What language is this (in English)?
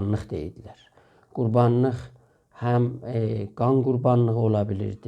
South Azerbaijani